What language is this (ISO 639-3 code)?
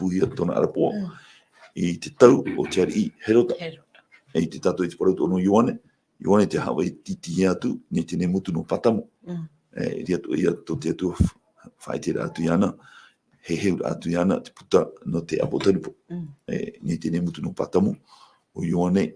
tah